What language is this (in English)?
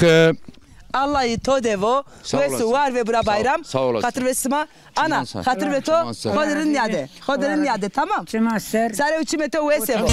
Zaza